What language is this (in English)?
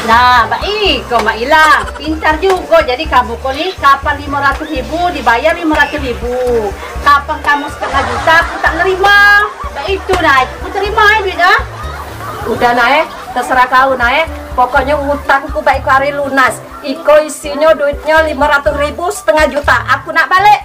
Musi